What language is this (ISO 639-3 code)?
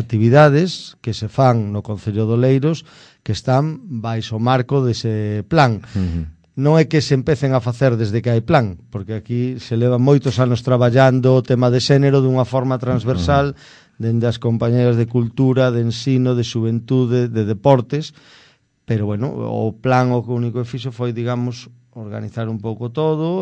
glg